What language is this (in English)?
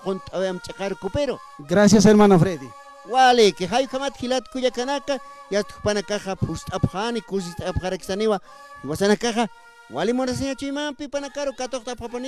Aymara